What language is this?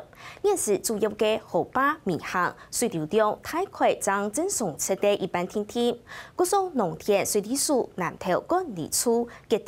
Hakka Chinese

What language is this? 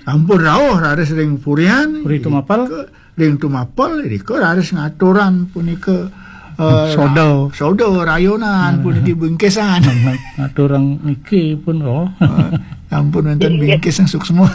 Balinese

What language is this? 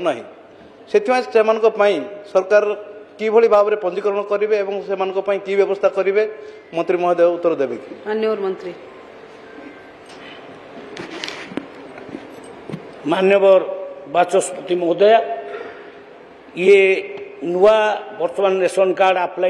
Odia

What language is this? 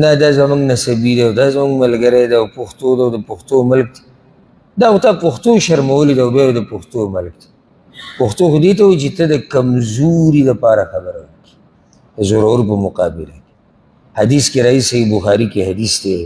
Pashto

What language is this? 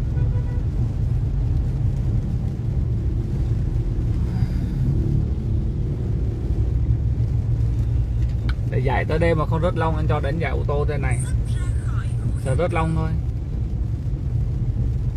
Vietnamese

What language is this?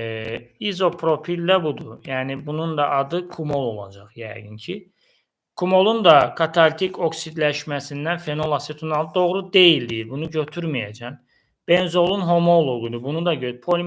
Azerbaijani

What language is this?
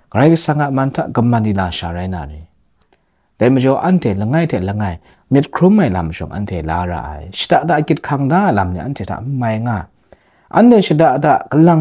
Kachin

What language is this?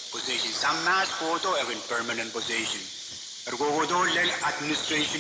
Pohnpeian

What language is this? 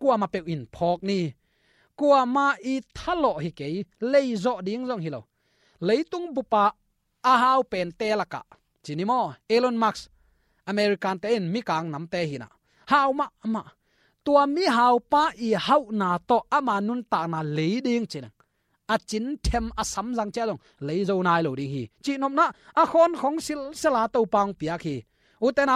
Tedim Chin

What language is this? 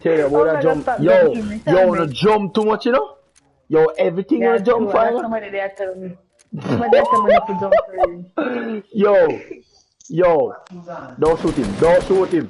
Jamaican Creole English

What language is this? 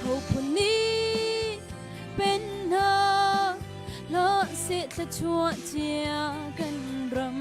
Hakha Chin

